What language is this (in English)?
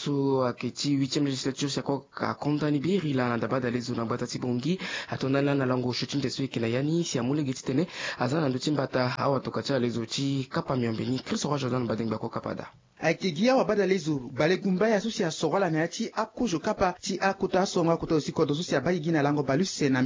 Sango